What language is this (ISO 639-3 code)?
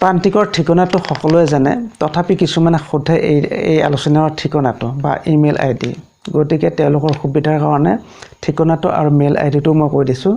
asm